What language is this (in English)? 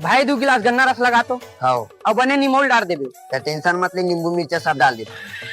Chhattisgarhi